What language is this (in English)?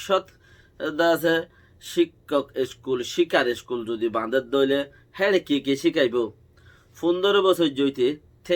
Rohingya